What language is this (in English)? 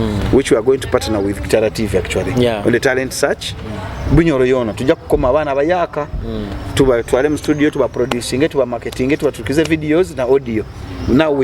Nyoro